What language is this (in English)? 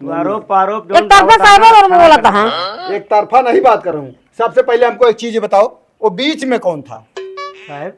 Awadhi